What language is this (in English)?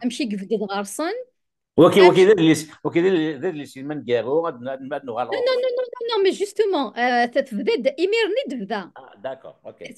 Kabyle